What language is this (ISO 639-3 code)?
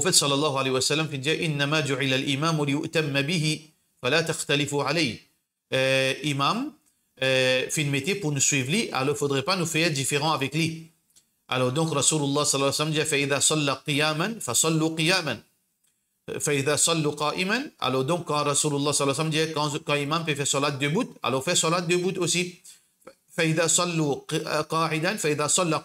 mfe